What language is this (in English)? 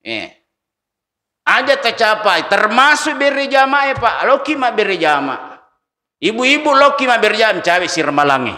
Buginese